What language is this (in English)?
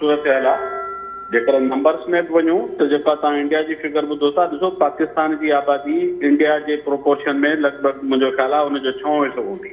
Sindhi